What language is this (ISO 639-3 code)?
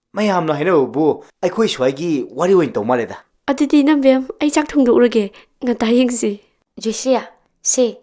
mni